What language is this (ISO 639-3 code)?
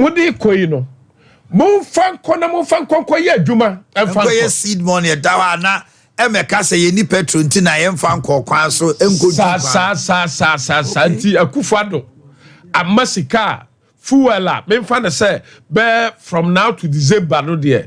aka